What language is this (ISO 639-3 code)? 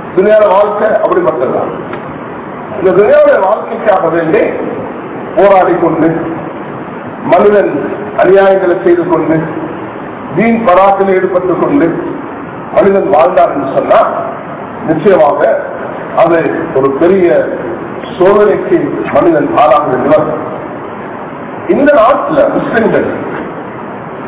tam